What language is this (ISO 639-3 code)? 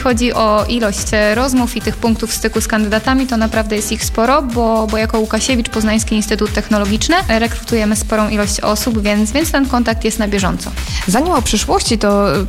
pol